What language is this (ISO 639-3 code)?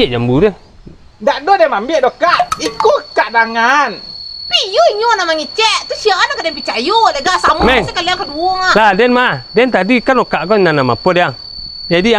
min